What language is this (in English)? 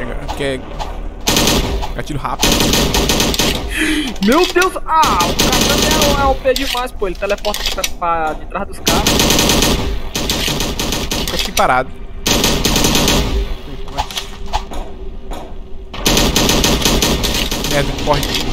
Portuguese